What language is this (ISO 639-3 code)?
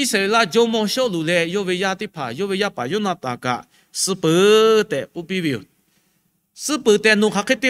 lhu